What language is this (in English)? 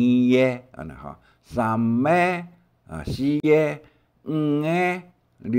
Hakka Chinese